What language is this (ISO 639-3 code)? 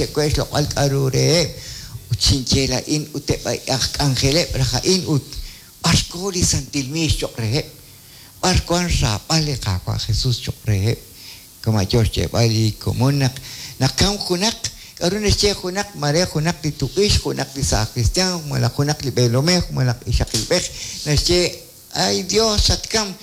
kek